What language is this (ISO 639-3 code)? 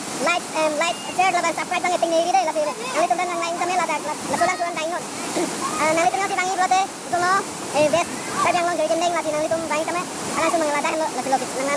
mjw